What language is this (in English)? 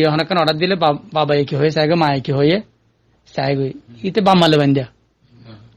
Rohingya